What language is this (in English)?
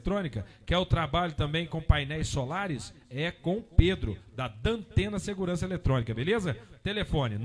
Portuguese